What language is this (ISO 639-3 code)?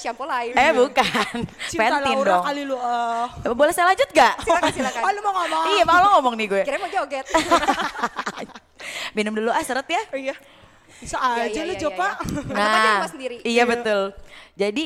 ind